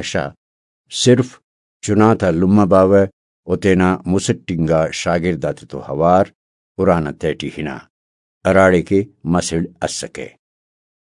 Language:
Brahui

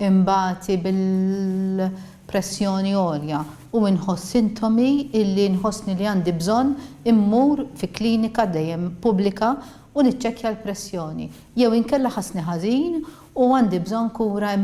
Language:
Maltese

